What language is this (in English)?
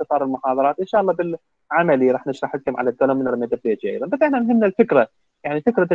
Mesopotamian Arabic